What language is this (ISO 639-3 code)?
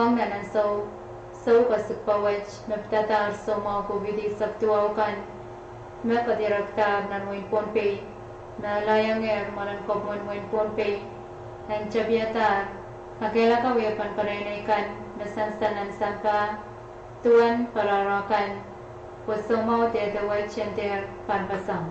pon